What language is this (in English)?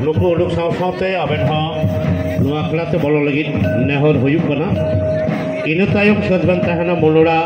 Santali